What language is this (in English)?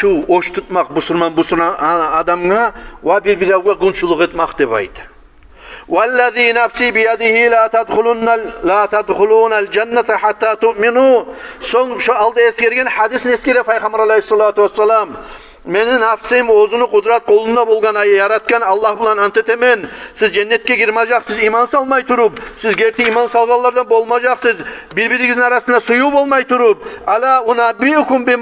Kumyk